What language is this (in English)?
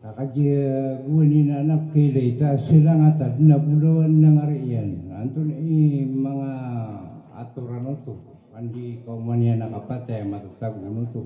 Maranao